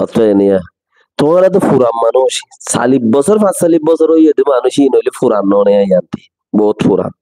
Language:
Rohingya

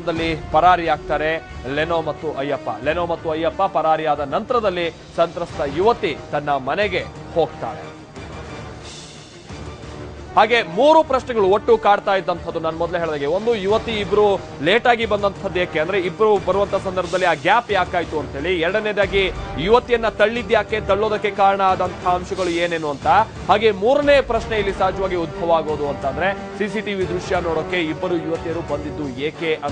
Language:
Kannada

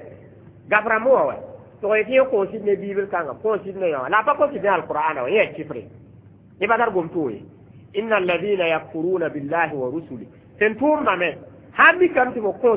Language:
Mossi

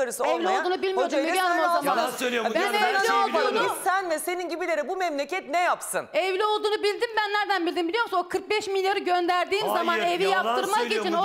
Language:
Turkish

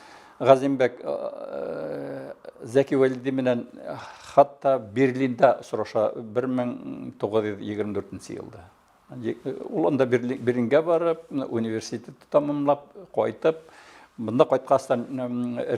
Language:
Bashkir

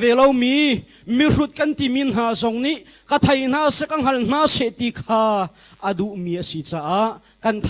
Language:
Hakha Chin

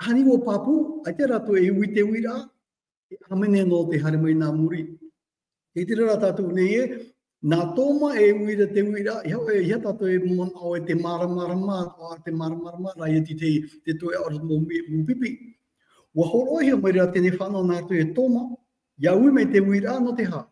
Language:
Tahitian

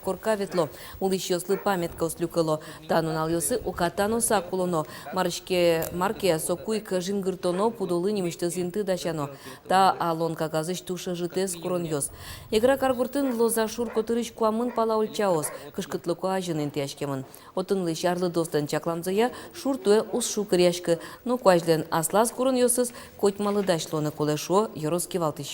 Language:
Udmurt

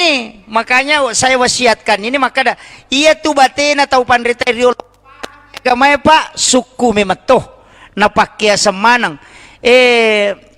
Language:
Buginese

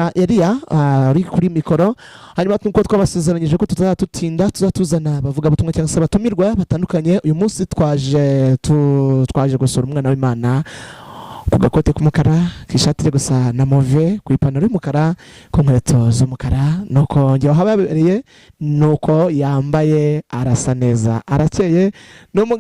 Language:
Kinyarwanda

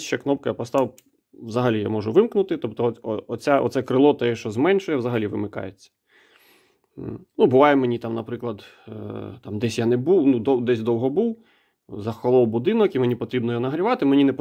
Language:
Ukrainian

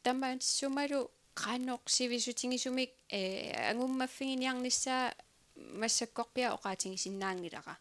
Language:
Kalaallisut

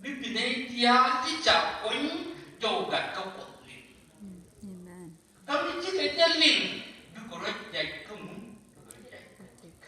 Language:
Nuer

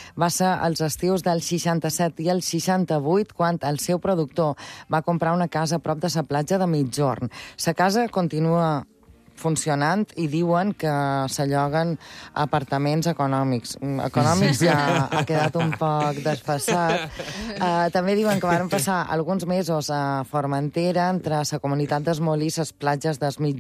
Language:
Catalan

